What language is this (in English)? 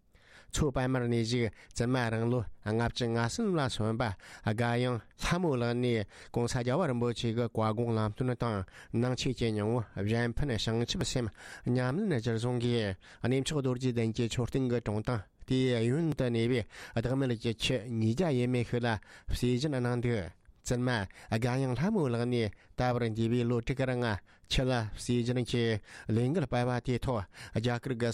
Tibetan